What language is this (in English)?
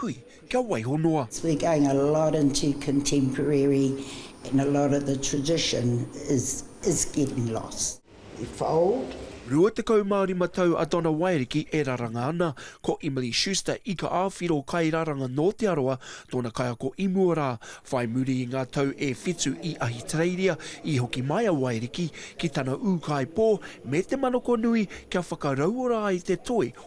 Māori